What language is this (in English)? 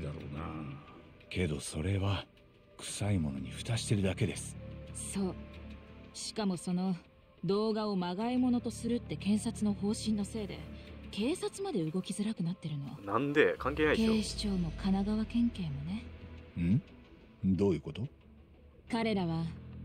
Japanese